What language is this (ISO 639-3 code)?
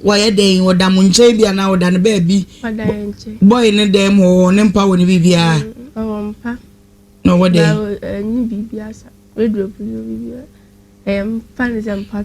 aka